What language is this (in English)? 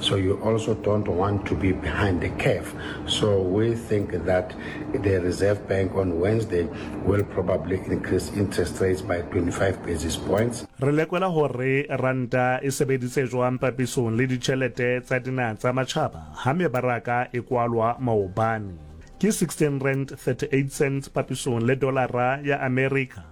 Southern Sotho